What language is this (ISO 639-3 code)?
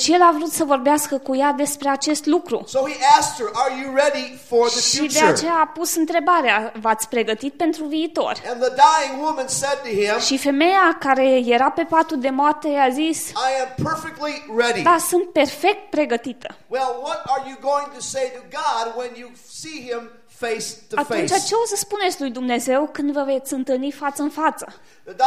ron